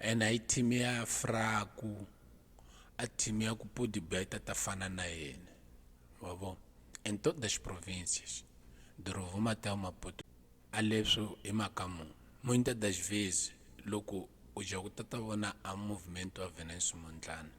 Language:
Tsonga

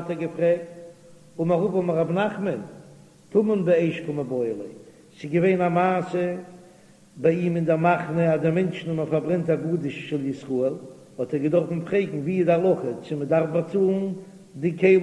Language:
Yiddish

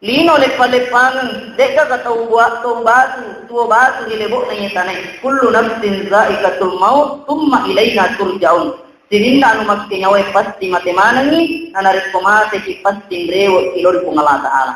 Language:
Buginese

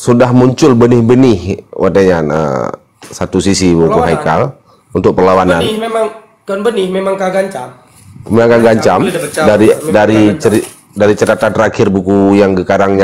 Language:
Achinese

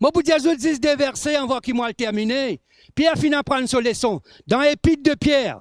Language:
Morisyen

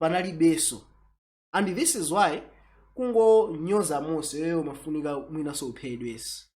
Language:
Nyanja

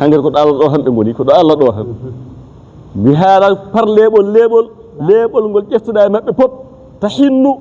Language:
Fula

